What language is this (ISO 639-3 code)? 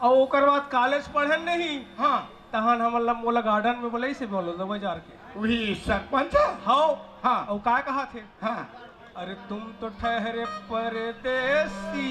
hne